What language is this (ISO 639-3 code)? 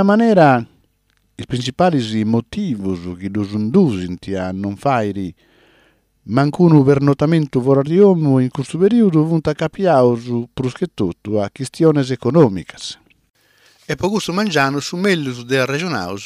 srd